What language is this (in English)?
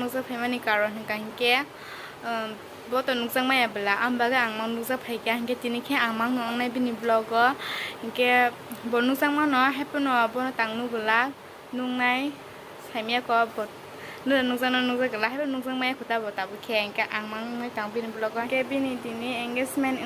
Kok Borok